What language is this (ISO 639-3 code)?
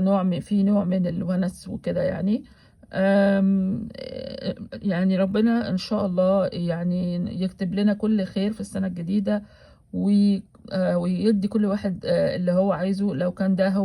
arz